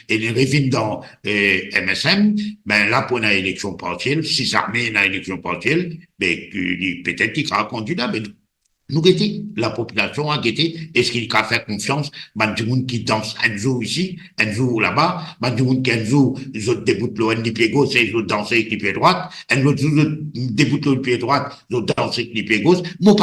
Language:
Morisyen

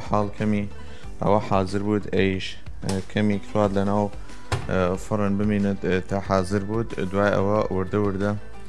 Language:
Southern Kurdish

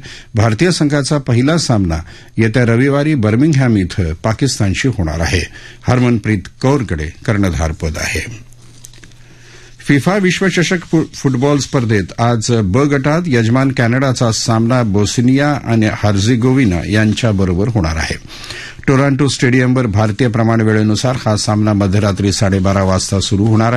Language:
Marathi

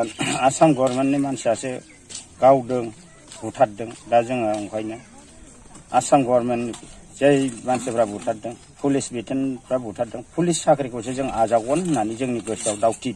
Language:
Bodo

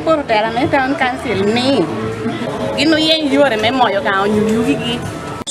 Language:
Acoli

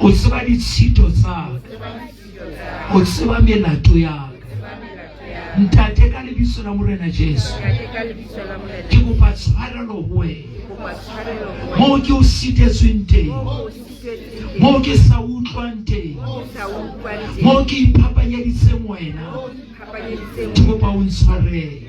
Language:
Southern Sotho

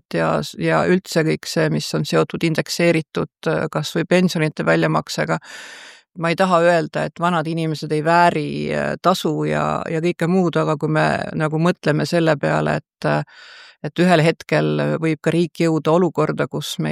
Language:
Estonian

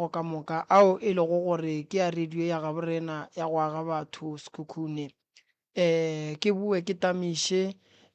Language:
Northern Sotho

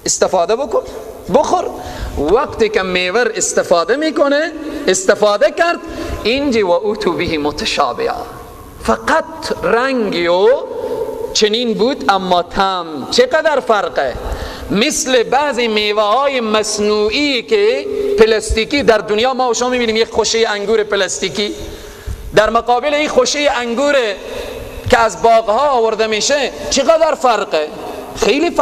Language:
Persian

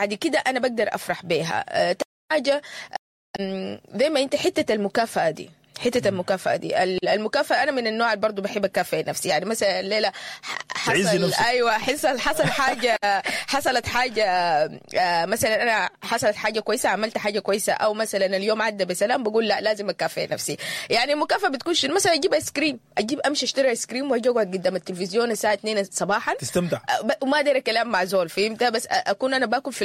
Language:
Sudanese Arabic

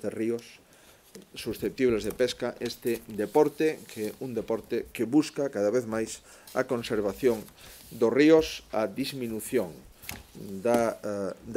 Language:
Galician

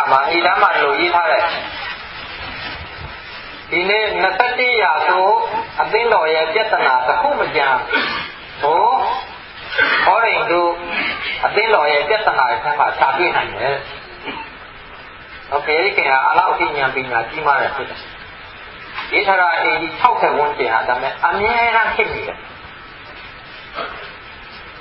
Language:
Burmese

